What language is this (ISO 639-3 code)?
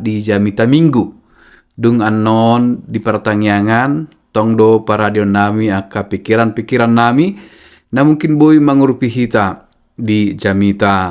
bbc